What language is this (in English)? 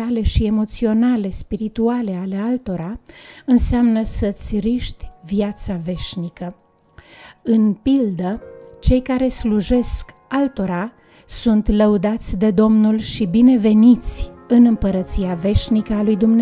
Romanian